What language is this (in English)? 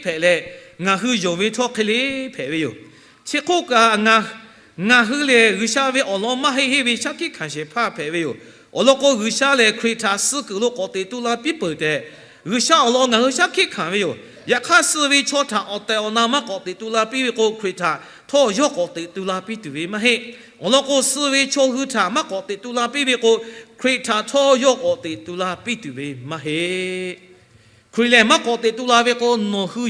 Lahu